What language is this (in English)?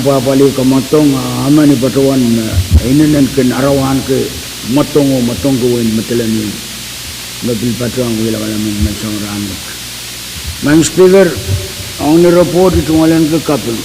Pohnpeian